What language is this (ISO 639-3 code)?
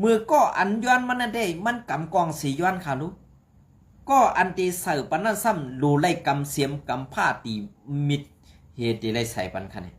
shn